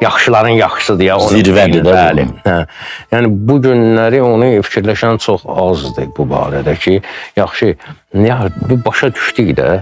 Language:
Azerbaijani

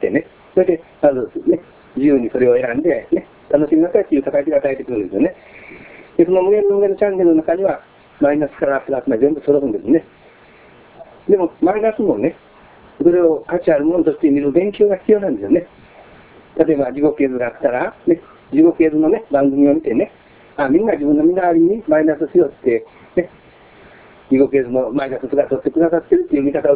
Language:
Japanese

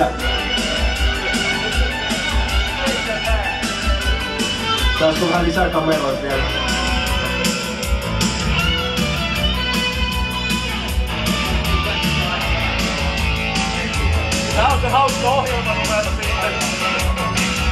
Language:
Finnish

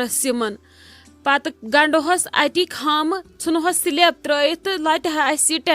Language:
Kashmiri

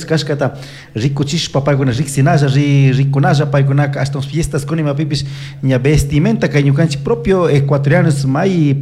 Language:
Chimborazo Highland Quichua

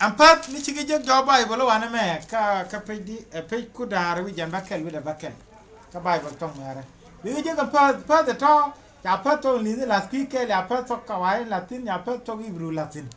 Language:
Nuer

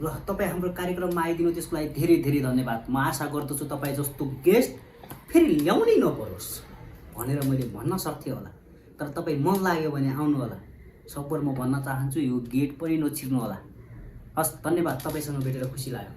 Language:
Nepali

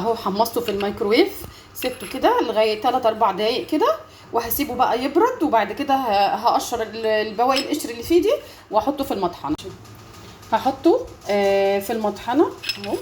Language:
Egyptian Arabic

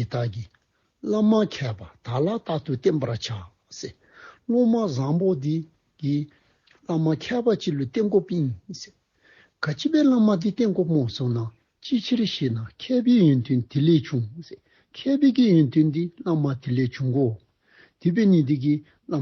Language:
Dzongkha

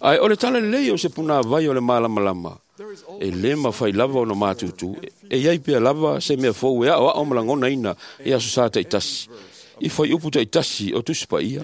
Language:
Samoan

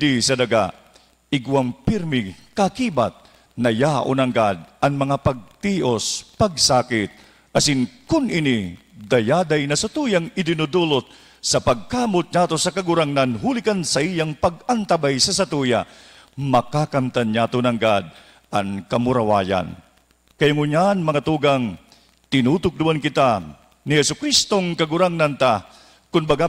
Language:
Bikol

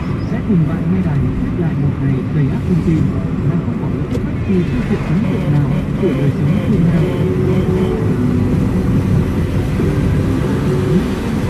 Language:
Vietnamese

